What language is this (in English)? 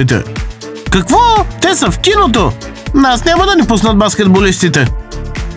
Bulgarian